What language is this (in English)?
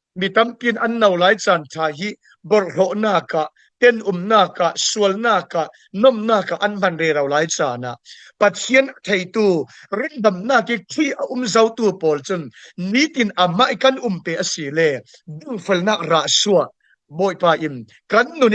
Falam Chin